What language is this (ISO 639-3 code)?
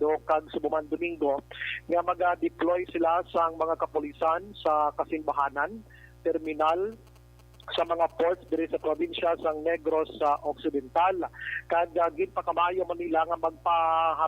hil